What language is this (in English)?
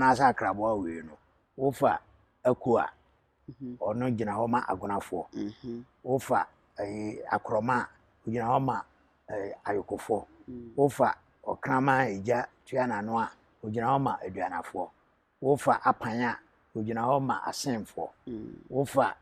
Akan